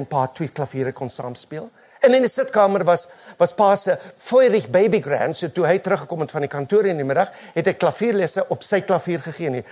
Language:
Afrikaans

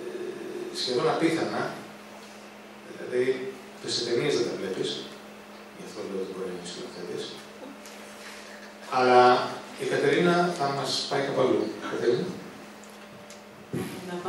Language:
Greek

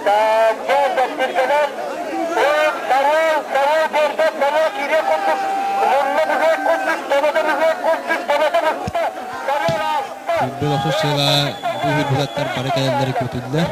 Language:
Yakut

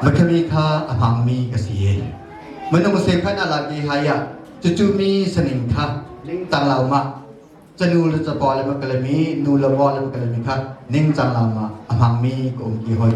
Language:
Hakha Chin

